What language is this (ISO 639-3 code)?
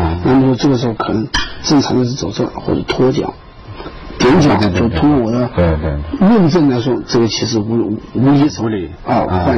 zho